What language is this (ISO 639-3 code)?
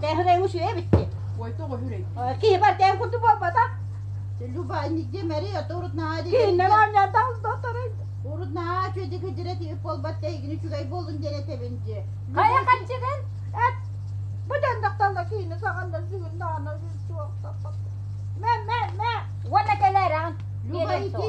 sah